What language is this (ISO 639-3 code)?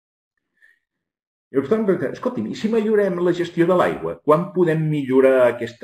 cat